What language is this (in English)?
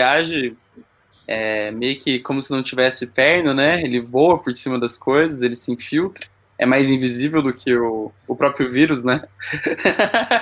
Portuguese